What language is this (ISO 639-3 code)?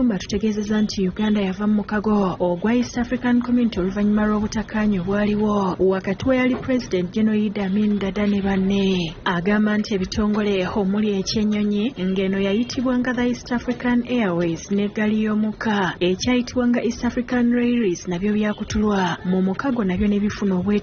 lug